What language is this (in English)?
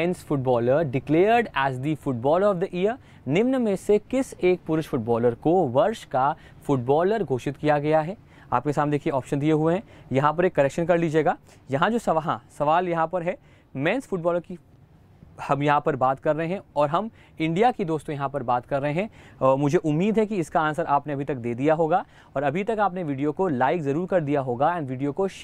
Hindi